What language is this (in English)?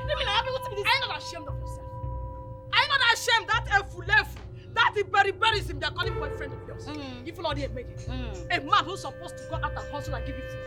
Nigerian Pidgin